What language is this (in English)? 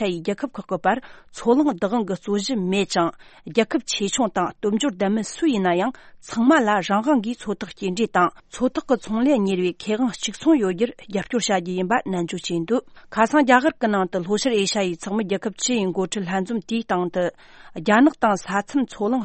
Tibetan